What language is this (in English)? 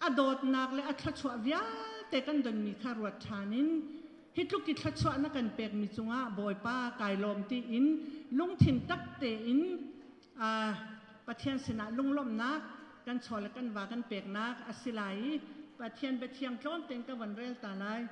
Hakha Chin